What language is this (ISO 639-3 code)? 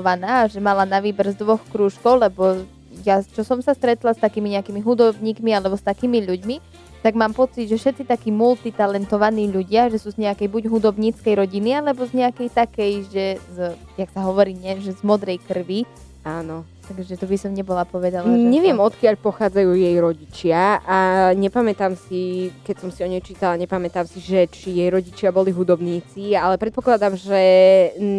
slk